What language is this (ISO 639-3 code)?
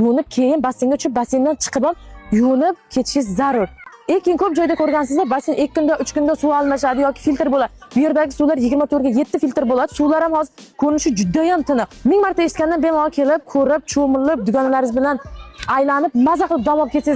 uzb